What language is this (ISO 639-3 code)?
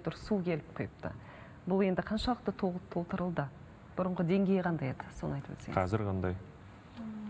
kaz